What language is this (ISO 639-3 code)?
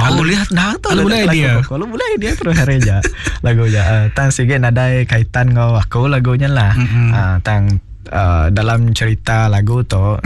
iba